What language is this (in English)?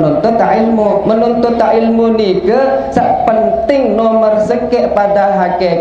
Sasak